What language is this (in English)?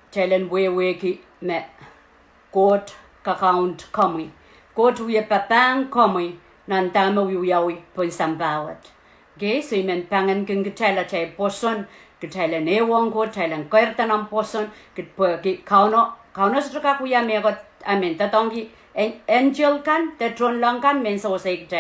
Pohnpeian